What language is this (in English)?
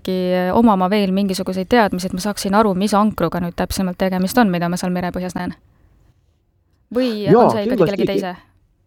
Estonian